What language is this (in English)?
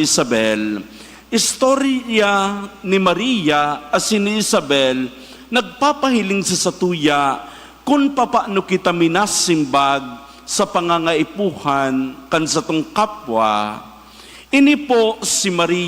Bikol